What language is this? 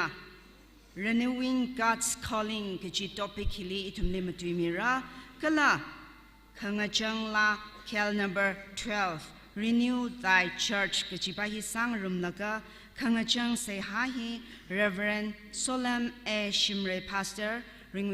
Tangkhul Naga (India)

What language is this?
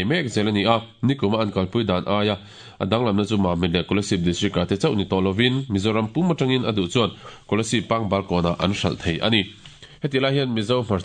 Mizo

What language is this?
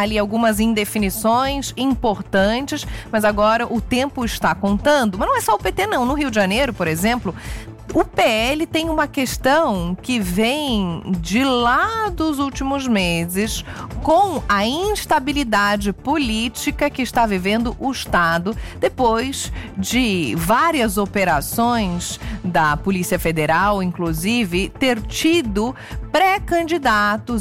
Portuguese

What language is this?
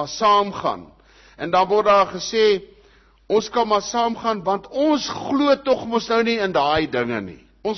Afrikaans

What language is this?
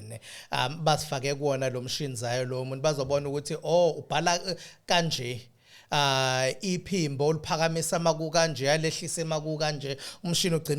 Zulu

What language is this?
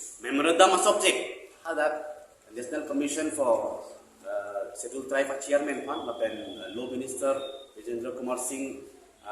Karbi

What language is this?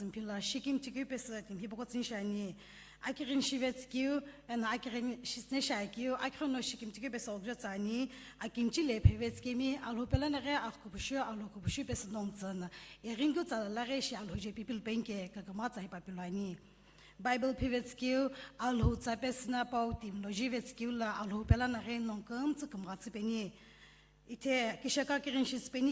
Sumi Naga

